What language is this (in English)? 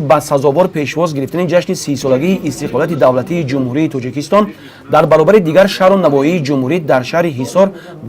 Tajik